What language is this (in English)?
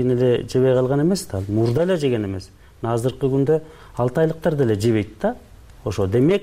Kyrgyz